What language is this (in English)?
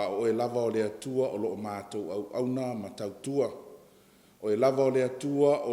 Samoan